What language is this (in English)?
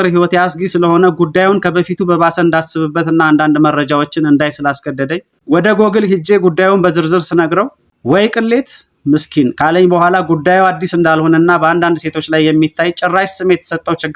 Amharic